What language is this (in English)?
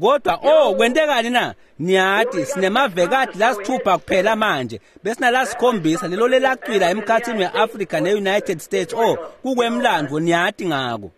Swati